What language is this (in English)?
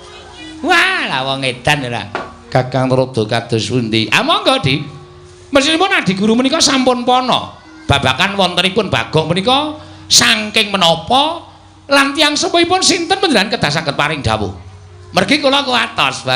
Javanese